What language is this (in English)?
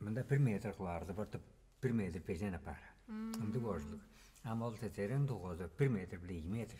Tuvinian